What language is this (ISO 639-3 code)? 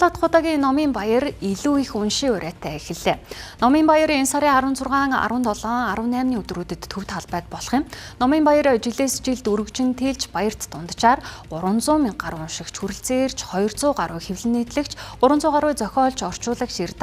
mon